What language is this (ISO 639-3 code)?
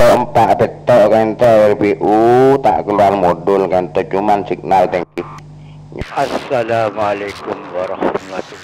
mad